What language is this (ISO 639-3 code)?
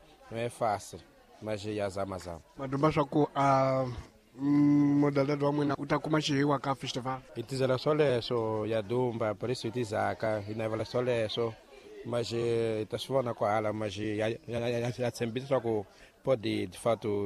tso